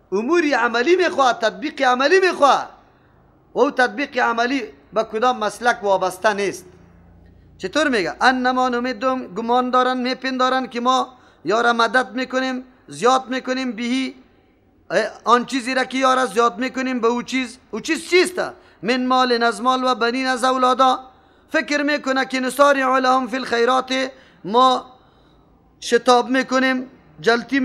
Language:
Persian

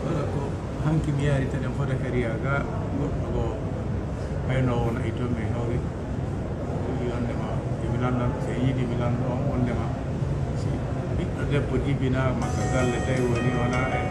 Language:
Pular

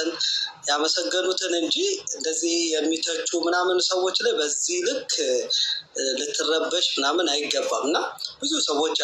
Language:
Amharic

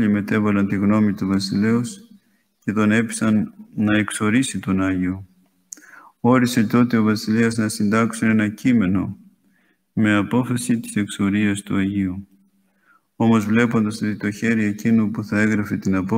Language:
Greek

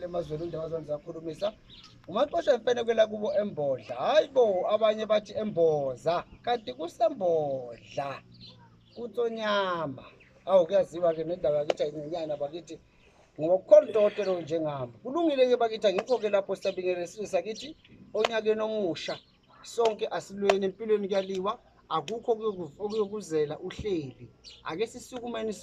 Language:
Zulu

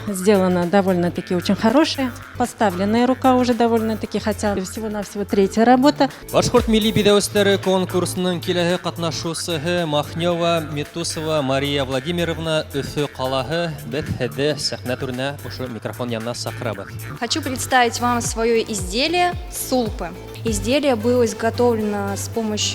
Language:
Bashkir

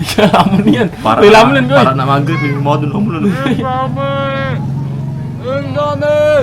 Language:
Musi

